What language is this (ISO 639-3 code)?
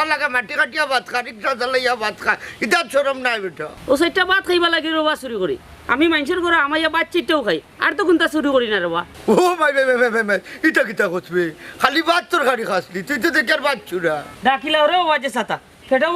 syl